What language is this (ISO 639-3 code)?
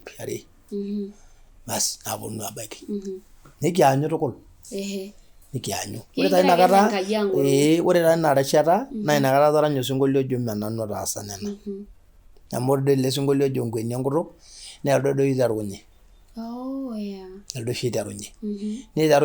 mas